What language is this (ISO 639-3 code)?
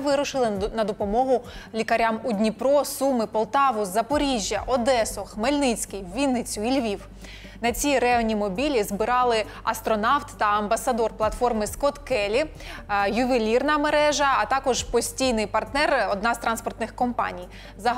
ukr